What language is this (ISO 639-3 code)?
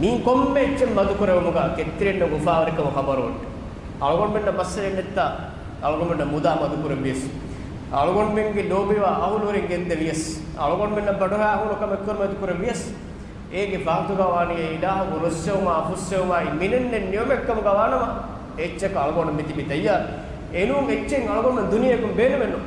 div